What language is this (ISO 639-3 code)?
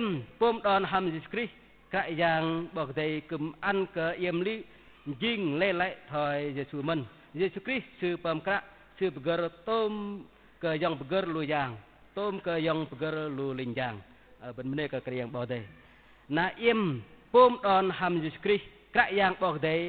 bdq